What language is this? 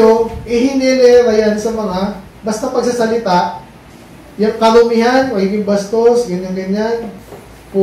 Filipino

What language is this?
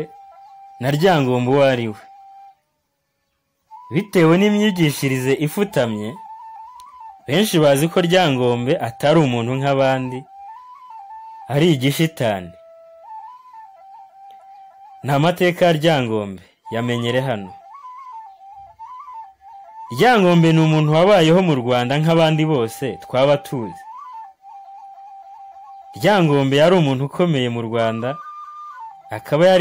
Kinyarwanda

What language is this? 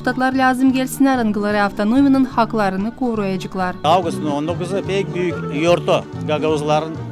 Gagauz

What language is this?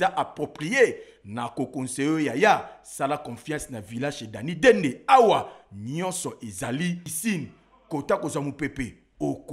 Lingala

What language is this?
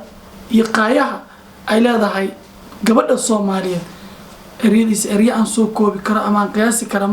Somali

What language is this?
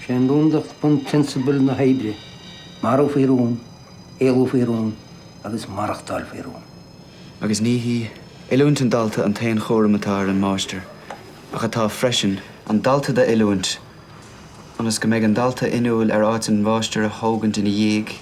Irish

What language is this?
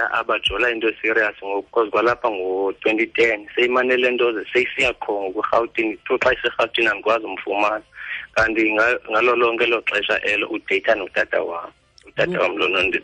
Xhosa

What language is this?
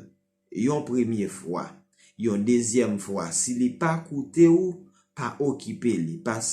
Haitian Creole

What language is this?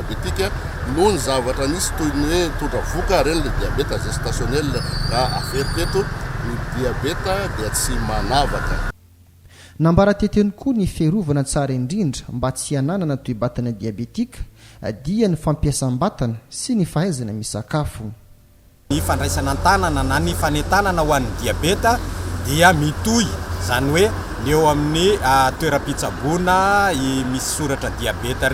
Malagasy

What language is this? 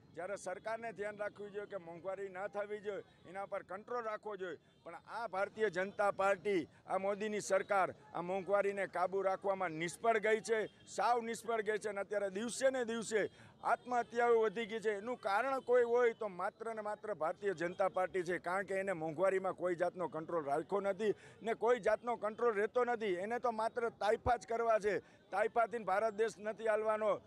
Gujarati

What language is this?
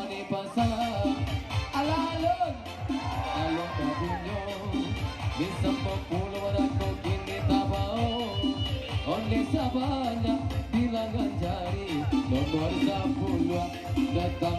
Minangkabau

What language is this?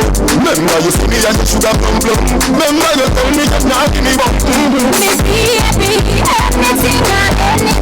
Jamaican Creole English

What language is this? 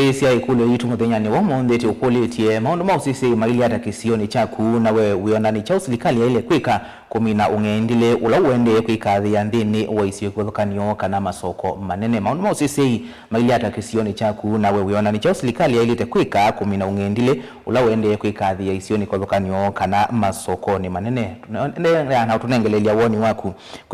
Kamba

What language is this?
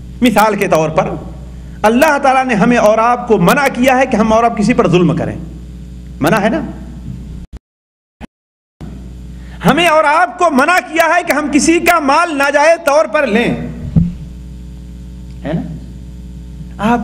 Urdu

